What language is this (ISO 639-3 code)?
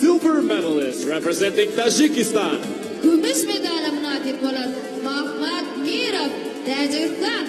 tuk